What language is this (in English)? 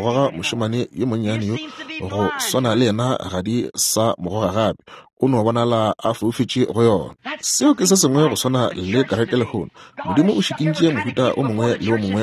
Northern Sotho